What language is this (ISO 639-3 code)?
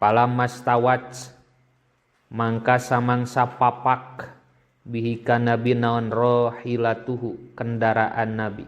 sun